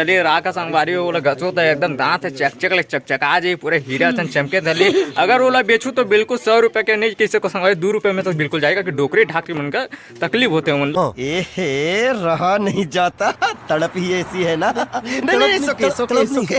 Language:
Chhattisgarhi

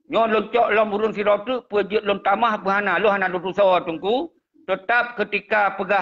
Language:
Achinese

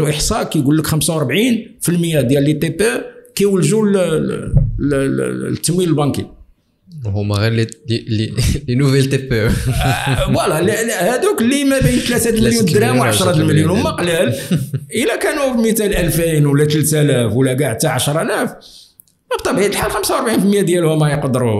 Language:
Moroccan Arabic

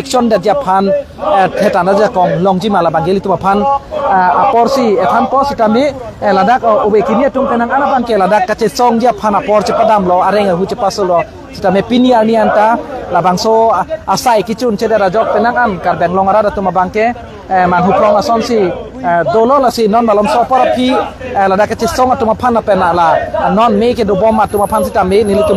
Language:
Karbi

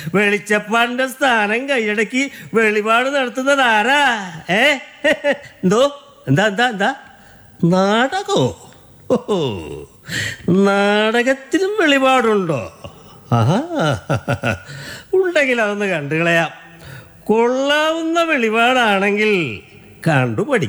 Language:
Malayalam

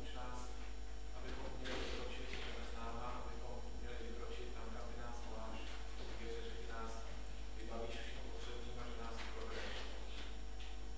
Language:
Czech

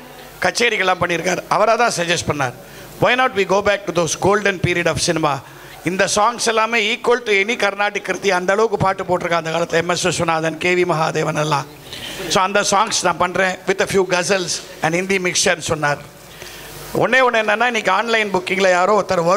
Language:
Tamil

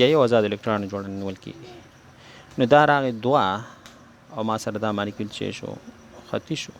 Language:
Pashto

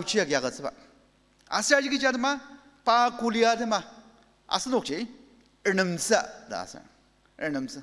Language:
Ao Naga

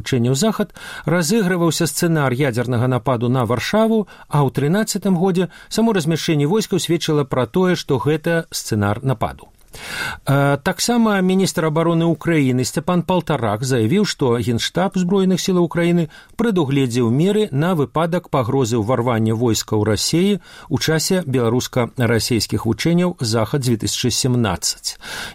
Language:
Belarusian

